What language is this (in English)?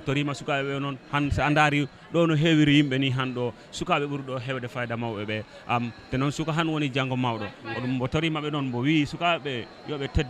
Fula